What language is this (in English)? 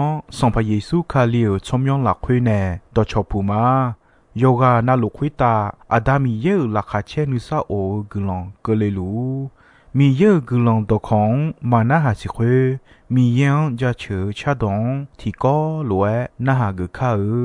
Akha